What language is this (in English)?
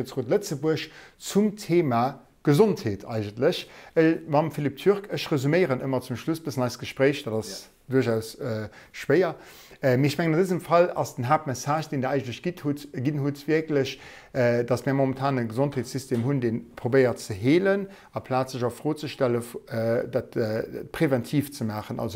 Luxembourgish